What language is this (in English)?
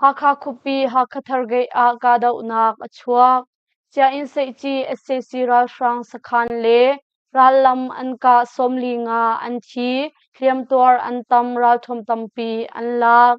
Hakha Chin